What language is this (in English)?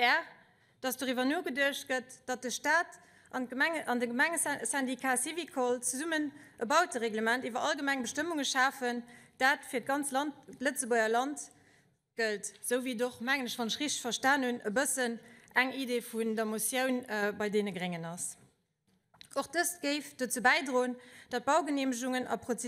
Luxembourgish